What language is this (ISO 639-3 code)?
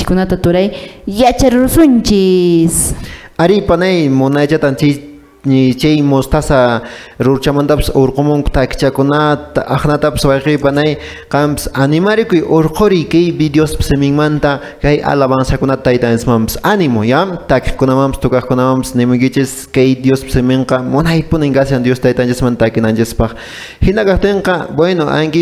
que